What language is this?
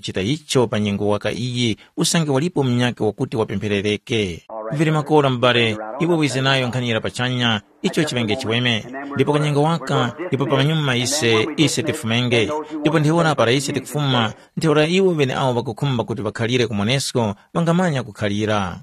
Tumbuka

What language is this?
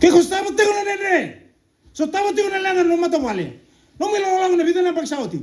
Fijian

